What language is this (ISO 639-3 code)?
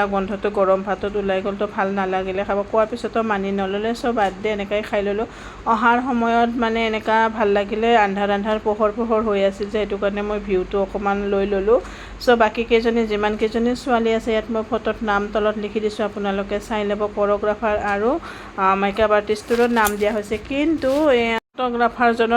asm